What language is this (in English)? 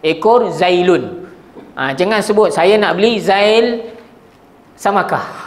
Malay